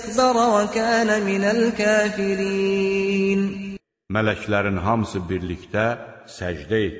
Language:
Azerbaijani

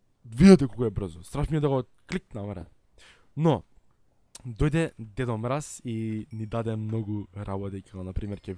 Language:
Macedonian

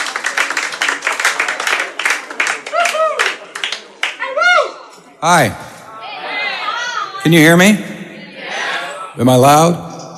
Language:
English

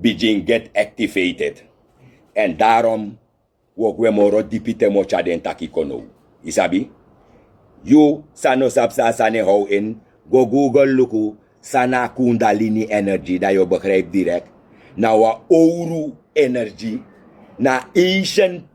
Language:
Sranan Tongo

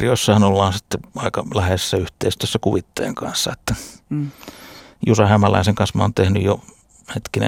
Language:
Finnish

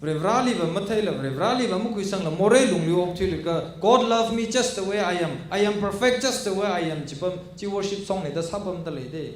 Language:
Tangkhul Naga (India)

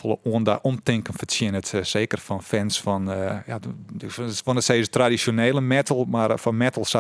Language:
Western Frisian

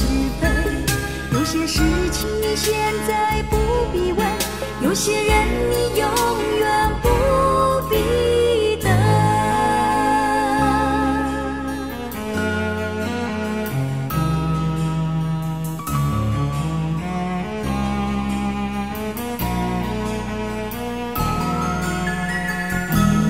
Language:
Chinese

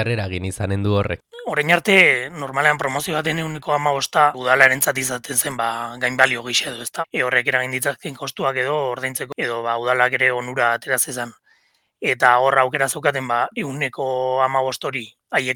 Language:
Basque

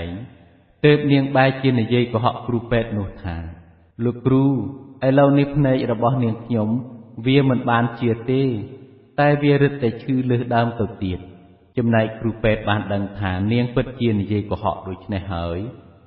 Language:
Khmer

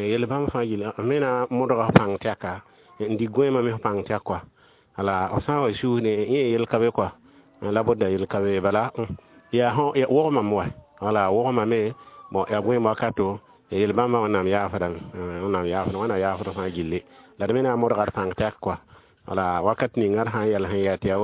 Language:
Mossi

